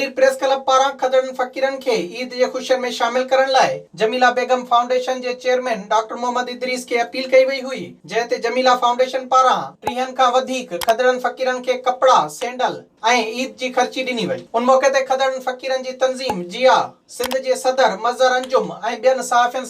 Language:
Sindhi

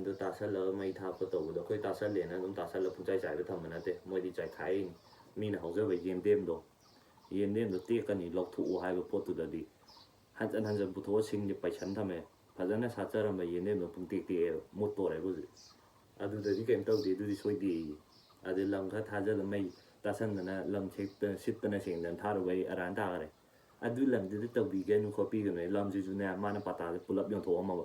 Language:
Manipuri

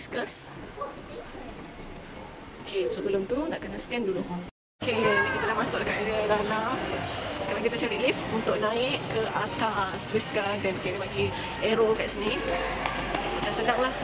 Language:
Malay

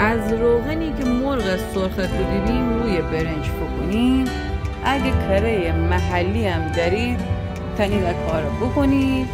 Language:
Gilaki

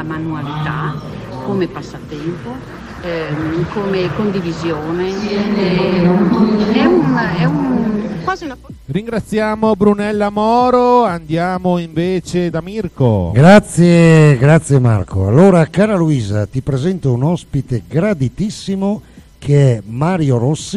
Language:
Italian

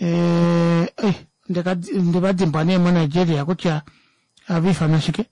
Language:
Kuanyama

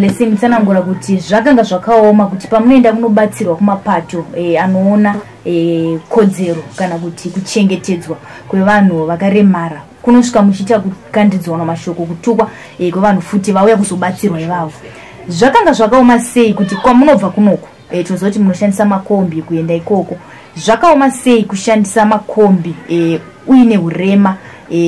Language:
Shona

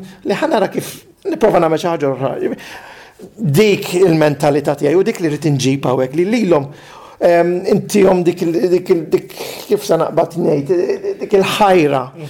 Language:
Maltese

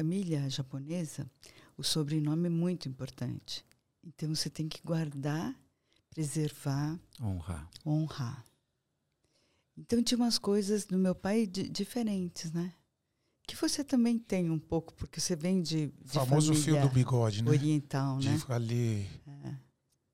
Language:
Portuguese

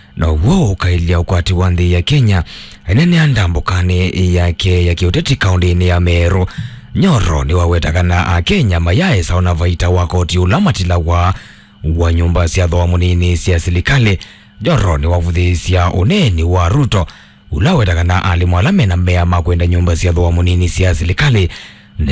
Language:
Kamba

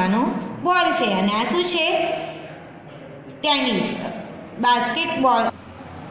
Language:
Gujarati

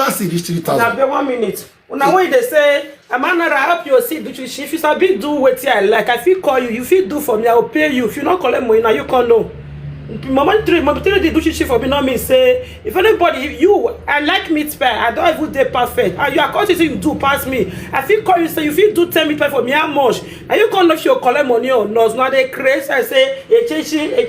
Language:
Nigerian Pidgin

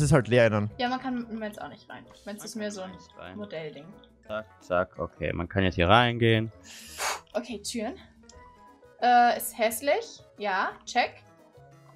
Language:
German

